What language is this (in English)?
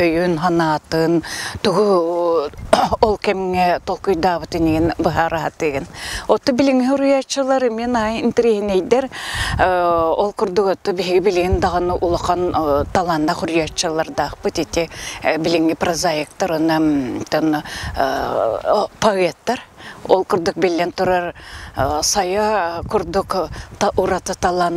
Yakut